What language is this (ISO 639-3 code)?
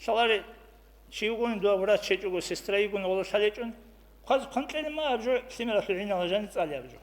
ava